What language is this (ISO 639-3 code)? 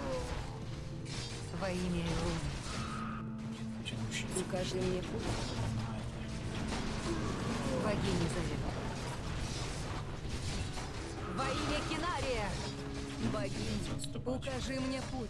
rus